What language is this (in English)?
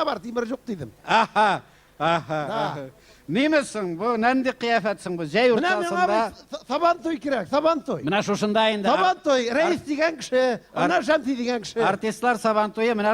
Tatar